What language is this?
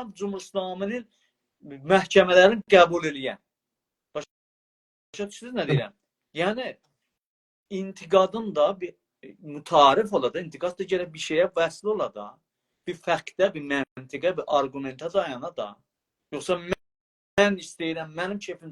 South Azerbaijani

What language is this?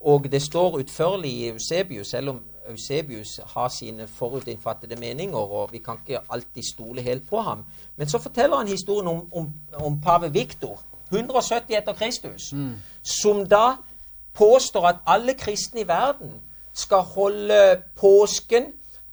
Norwegian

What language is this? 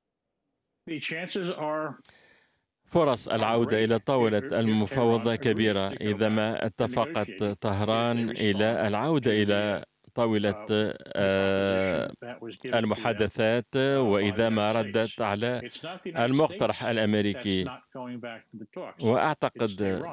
Arabic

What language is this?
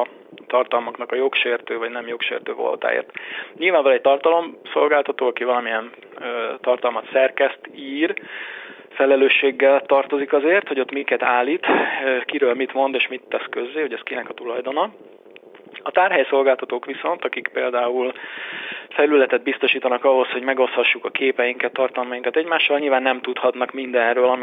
Hungarian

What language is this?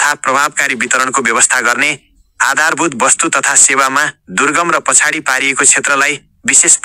Nepali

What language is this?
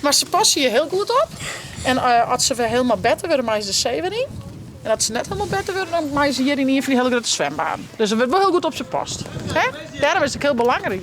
Western Frisian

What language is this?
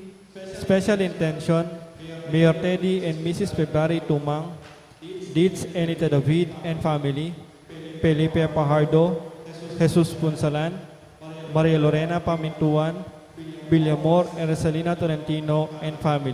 Pampanga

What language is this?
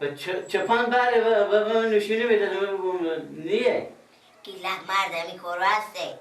Persian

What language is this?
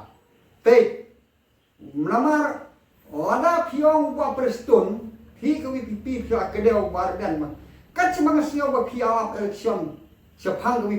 Khasi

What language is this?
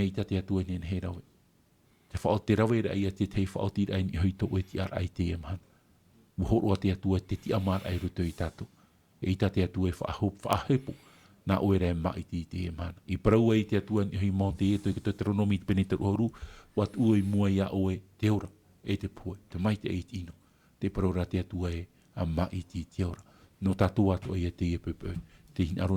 Tahitian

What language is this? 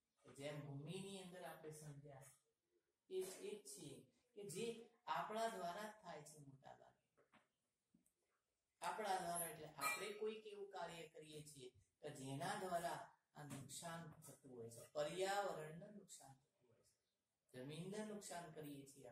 Gujarati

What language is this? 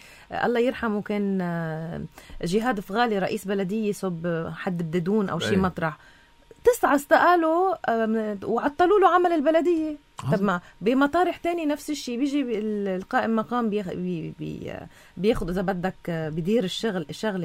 North Levantine Arabic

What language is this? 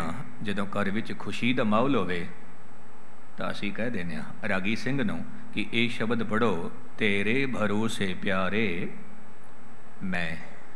Punjabi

